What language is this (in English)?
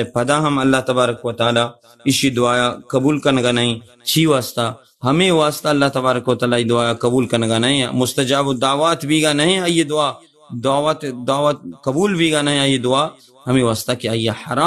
Baluchi